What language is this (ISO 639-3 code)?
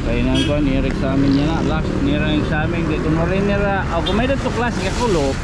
war